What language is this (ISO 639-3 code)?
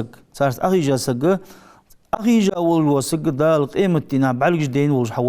inh